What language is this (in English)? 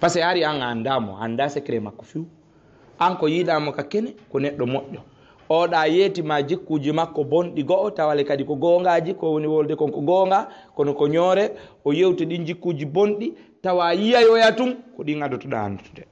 Fula